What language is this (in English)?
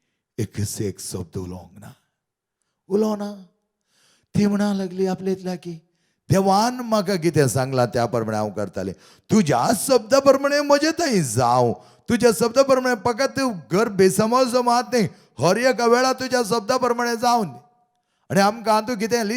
Konkani